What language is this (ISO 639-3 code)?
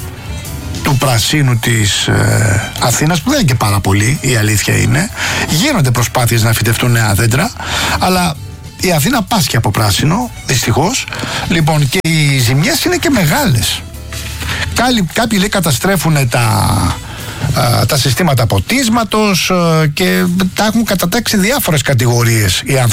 ell